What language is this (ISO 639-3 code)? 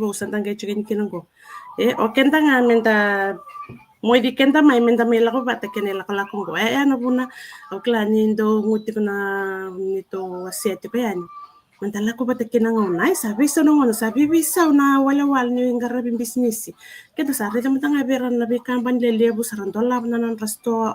fij